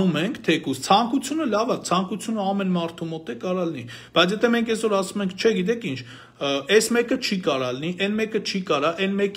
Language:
Armenian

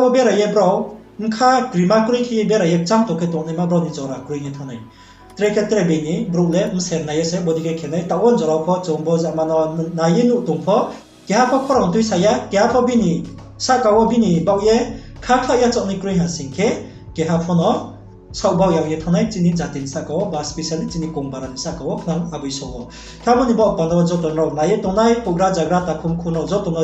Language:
Riang (India)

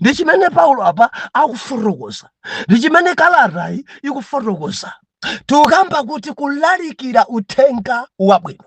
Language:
Nyanja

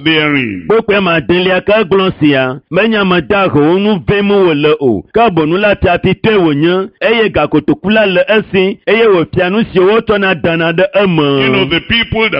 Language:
Ewe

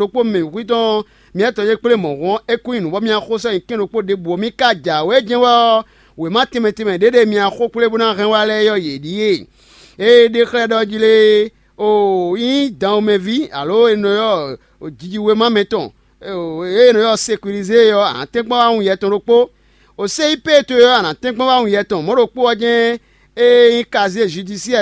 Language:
Fon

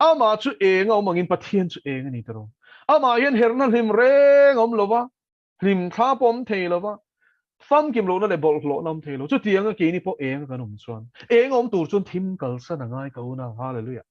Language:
Mizo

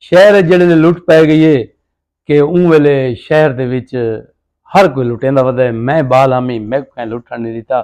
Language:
Saraiki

